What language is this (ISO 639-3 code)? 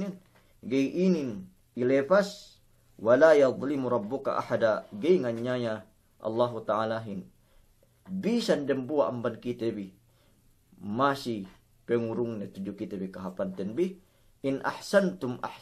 yka